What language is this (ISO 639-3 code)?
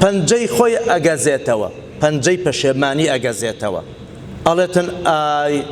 ckb